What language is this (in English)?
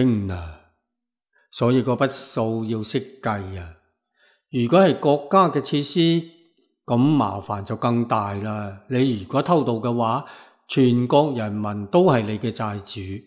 Cantonese